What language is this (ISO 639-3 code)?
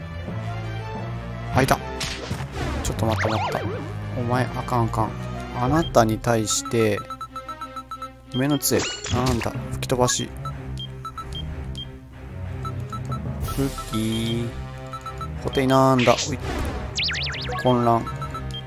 jpn